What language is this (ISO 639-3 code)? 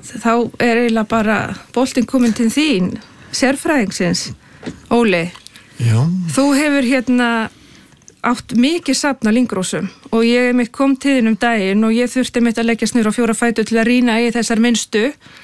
isl